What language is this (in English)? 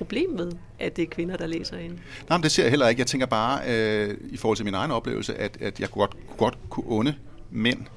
Danish